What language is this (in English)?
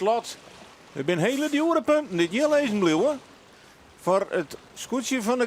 Western Frisian